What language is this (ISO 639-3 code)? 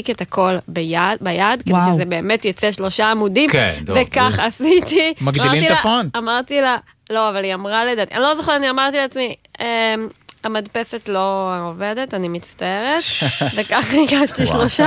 heb